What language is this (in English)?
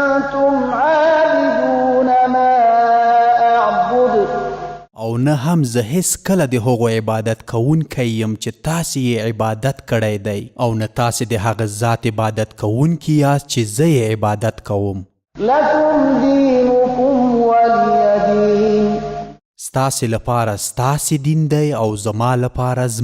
Pashto